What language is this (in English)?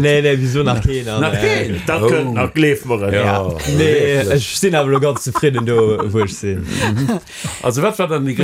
Luxembourgish